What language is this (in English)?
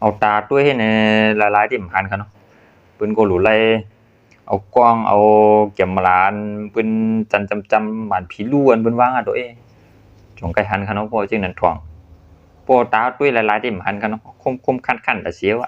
Shan